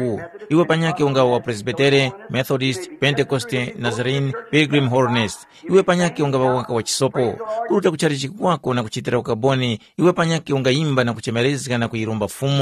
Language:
Tumbuka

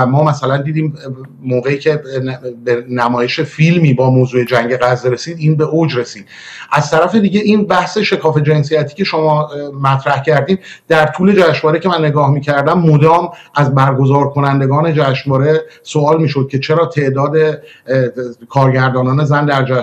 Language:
Persian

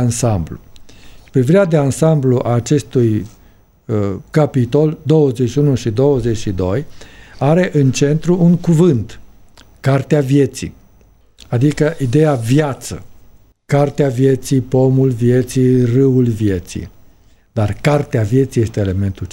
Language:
Romanian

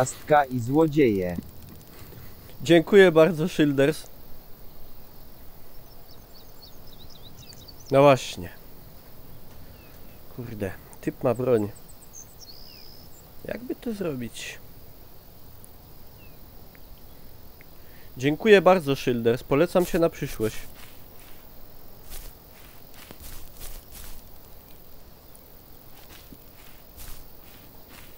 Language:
Polish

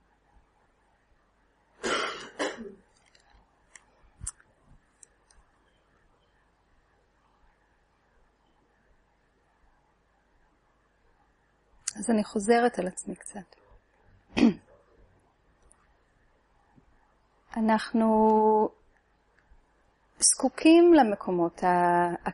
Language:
Hebrew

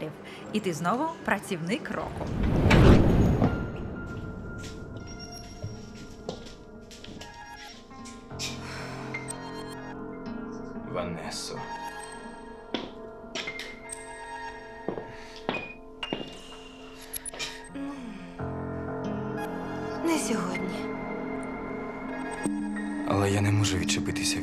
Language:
Ukrainian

